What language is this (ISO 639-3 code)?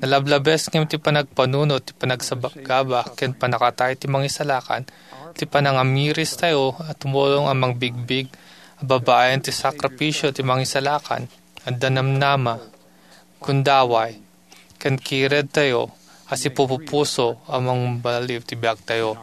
ilo